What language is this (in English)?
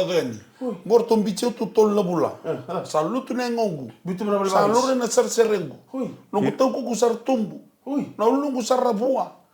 Fijian